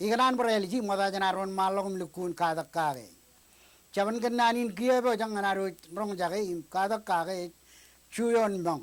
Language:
Marshallese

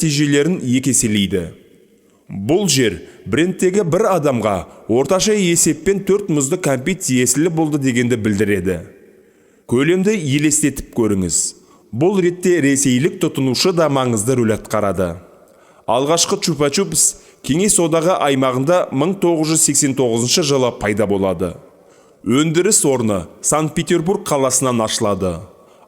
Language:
Kazakh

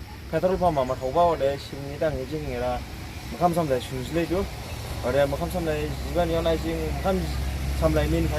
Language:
Dimasa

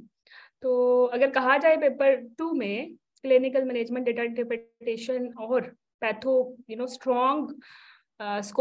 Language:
Hindi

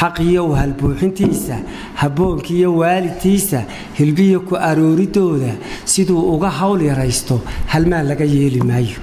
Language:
Somali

